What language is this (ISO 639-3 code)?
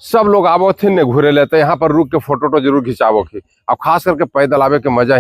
mag